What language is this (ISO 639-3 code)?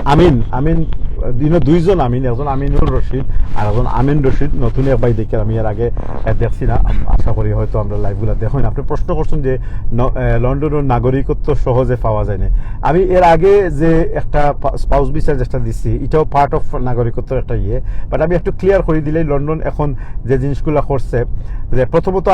syl